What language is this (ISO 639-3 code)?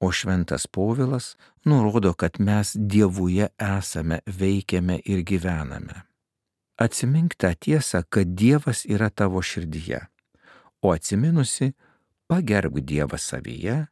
lit